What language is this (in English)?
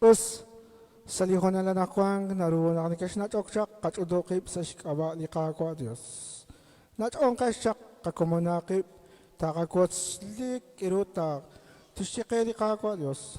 Kekchí